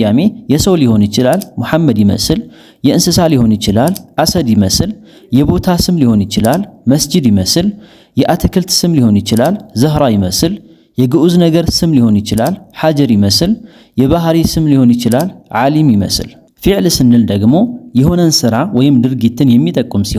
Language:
Amharic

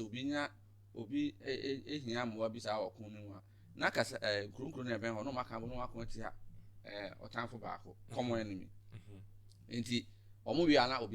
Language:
Akan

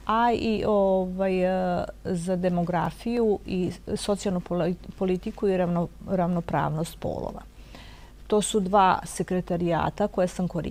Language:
Serbian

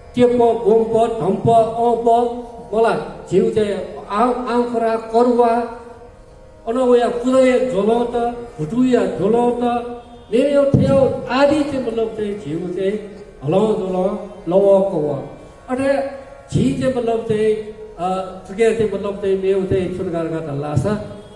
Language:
Newari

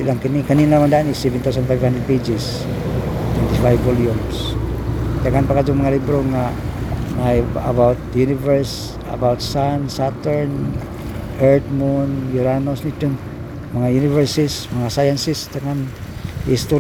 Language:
Cebuano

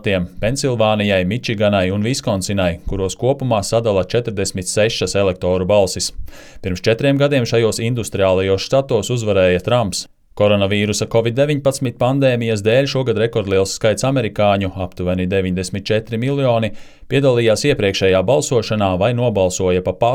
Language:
Latvian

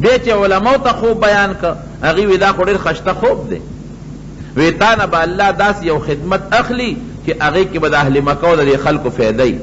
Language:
Pashto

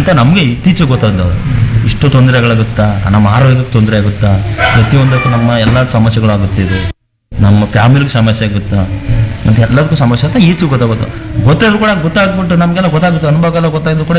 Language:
Kannada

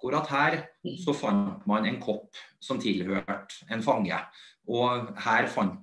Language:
Norwegian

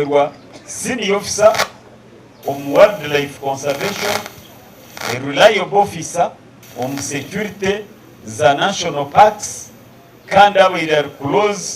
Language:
Nyankole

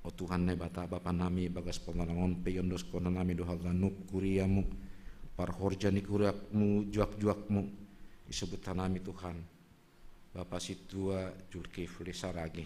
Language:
Batak Simalungun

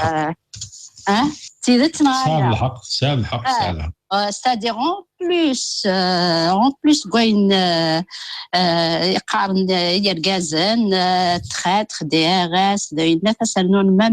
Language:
Kabyle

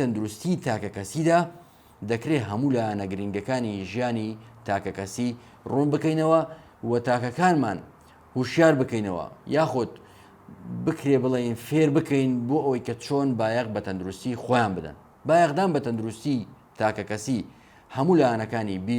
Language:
Central Kurdish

